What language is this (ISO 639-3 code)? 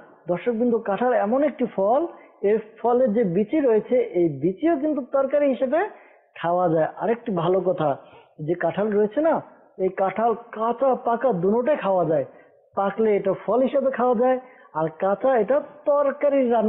ben